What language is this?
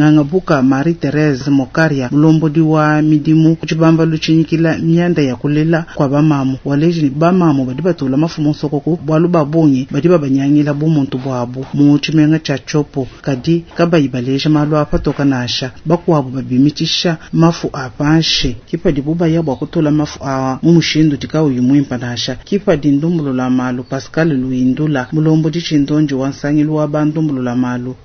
Luba-Lulua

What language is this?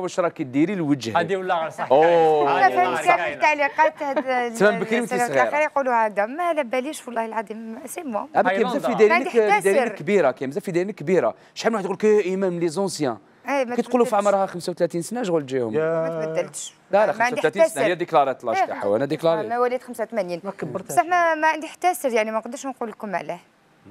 Algerian Arabic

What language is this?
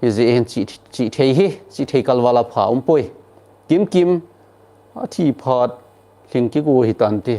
Thado Chin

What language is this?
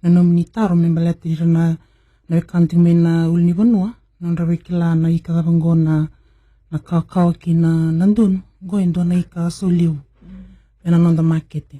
Fijian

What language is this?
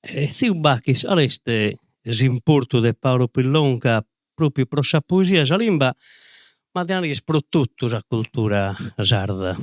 Sardinian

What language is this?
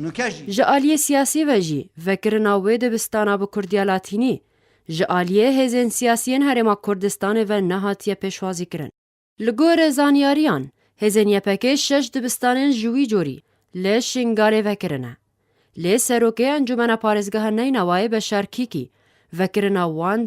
Kurdish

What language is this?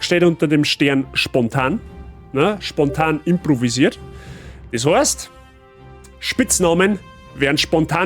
Bavarian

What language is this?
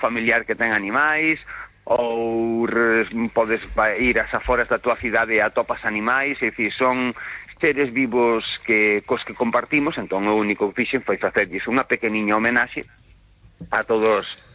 Galician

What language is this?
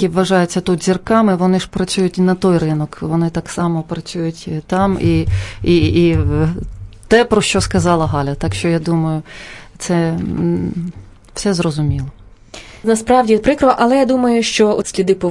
Ukrainian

